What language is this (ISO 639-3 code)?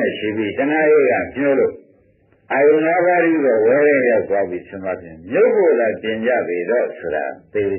mya